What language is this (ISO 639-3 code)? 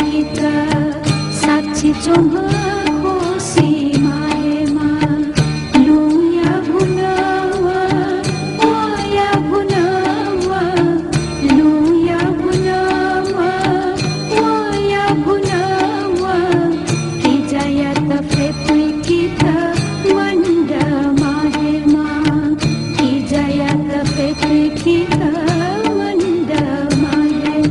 new